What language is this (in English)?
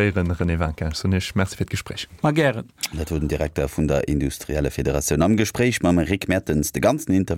Luxembourgish